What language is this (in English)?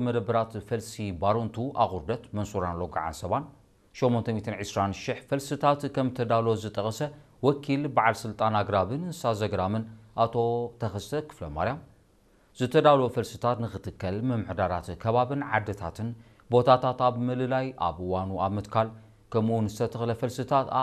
Tigrinya